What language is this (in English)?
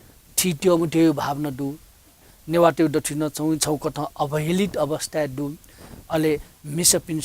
Newari